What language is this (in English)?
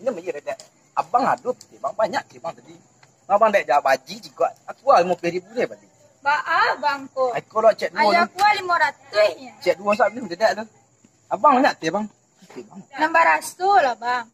Minangkabau